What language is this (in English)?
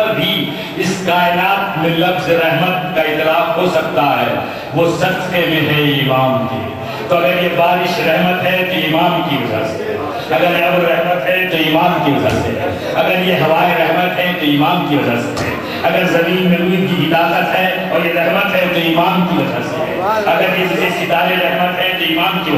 Urdu